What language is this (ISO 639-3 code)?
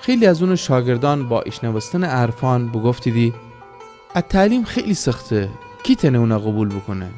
glk